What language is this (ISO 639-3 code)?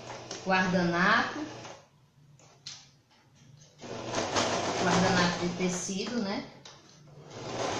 por